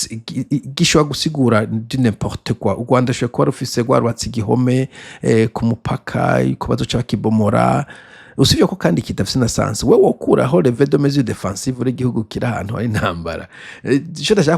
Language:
Rundi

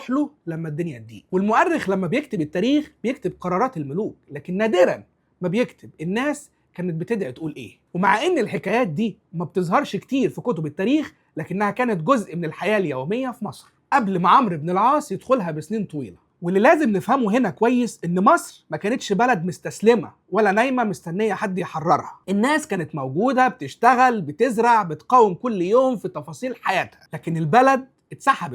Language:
Egyptian Arabic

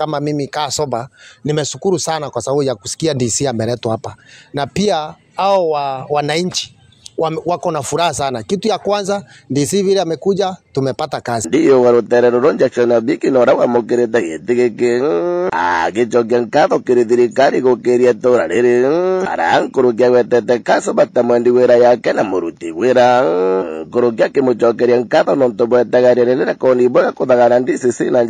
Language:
Meru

